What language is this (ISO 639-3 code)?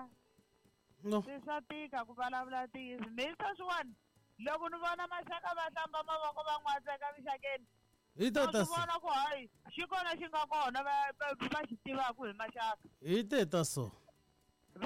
tso